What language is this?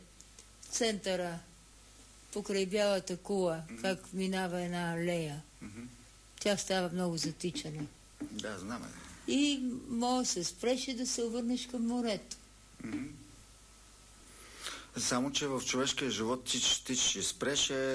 Bulgarian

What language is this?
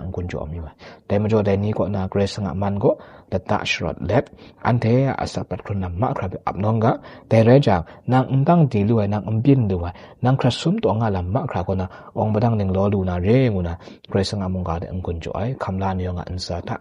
Kachin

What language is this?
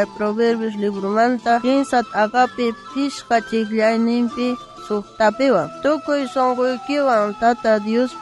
South Bolivian Quechua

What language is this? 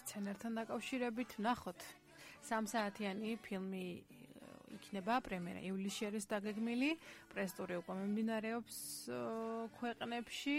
Georgian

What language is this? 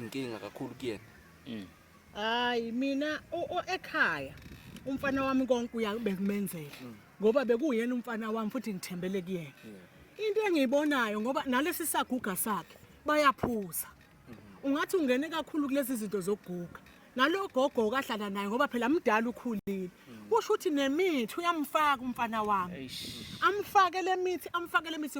Zulu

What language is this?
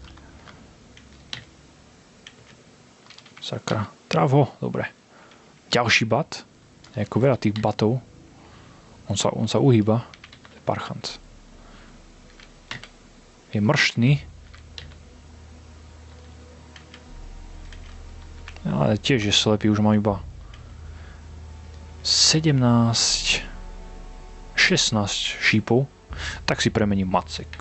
Slovak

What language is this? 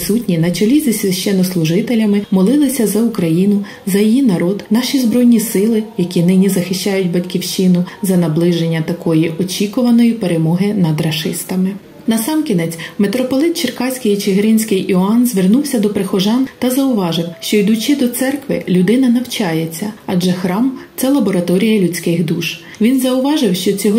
Ukrainian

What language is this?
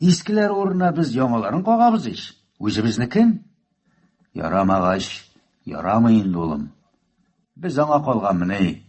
Tatar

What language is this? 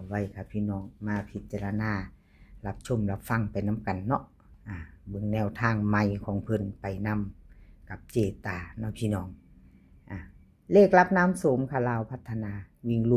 Northeastern Thai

